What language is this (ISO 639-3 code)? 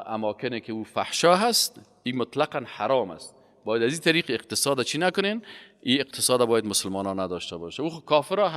fas